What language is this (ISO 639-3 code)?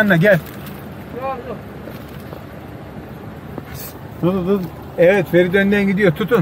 tur